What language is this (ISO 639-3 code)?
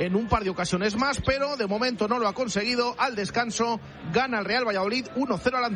spa